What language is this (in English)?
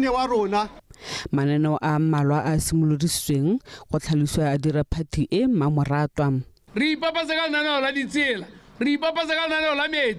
Tswana